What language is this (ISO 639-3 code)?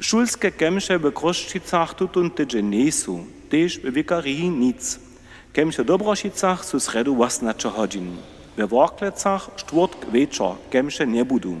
hsb